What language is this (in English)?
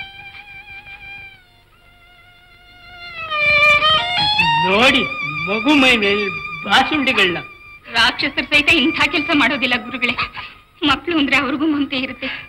Kannada